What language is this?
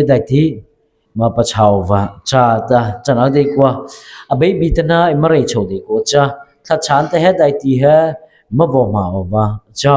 Mara Chin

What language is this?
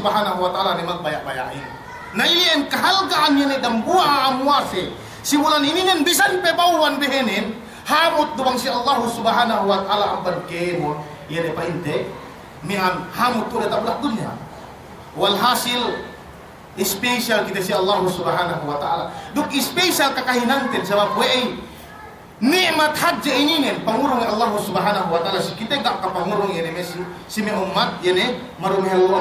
Yakan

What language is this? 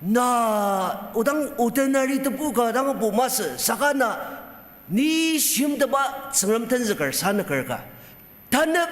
Ao Naga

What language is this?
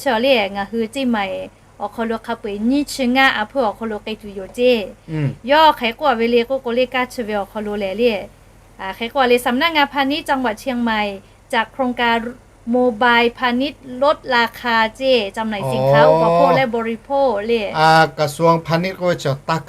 Lahu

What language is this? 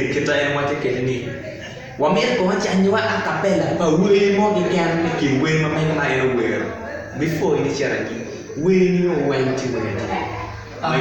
Acoli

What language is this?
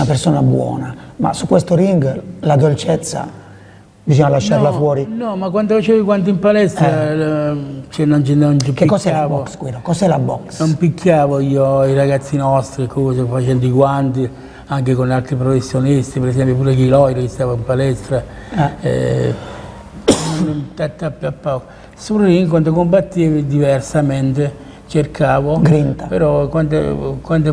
Italian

